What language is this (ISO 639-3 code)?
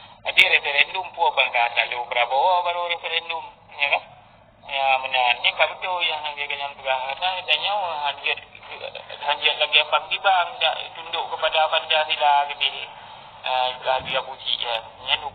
ace